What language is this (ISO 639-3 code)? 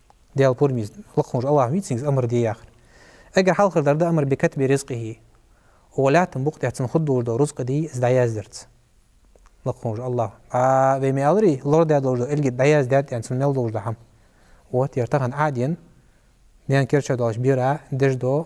inh